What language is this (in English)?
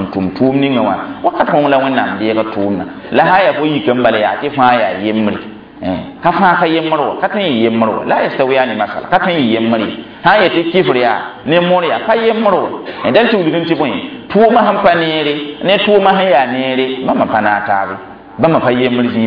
Mossi